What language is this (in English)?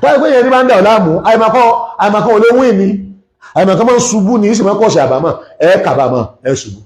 Yoruba